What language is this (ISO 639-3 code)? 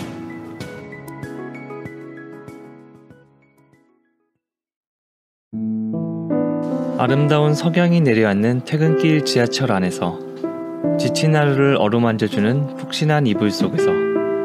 kor